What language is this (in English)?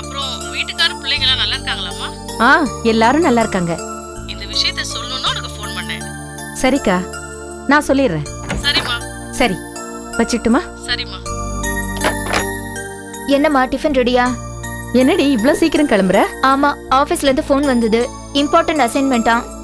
Tamil